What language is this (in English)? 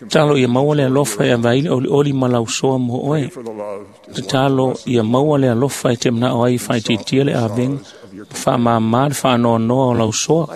Samoan